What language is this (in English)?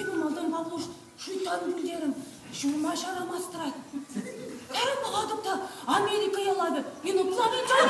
Chuvash